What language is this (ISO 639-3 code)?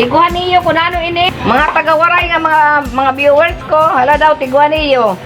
war